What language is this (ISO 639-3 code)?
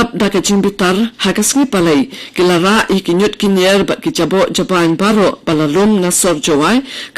kha